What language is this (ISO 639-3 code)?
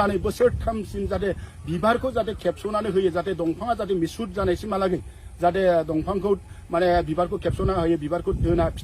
brx